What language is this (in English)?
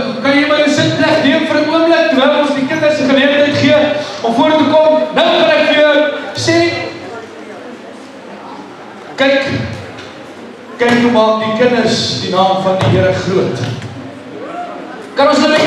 Afrikaans